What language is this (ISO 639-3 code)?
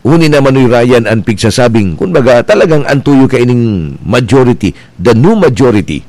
bik